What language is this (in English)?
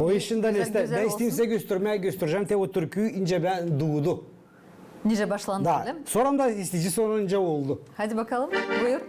Gagauz